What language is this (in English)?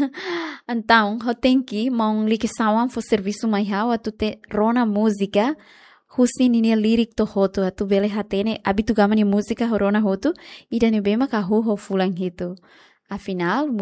Tetum